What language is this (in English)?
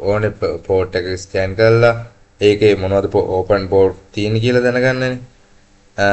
Sinhala